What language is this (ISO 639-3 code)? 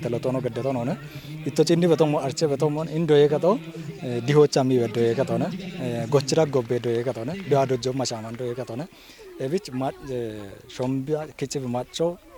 kbr